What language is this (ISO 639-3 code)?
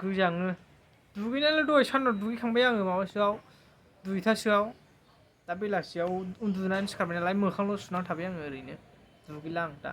brx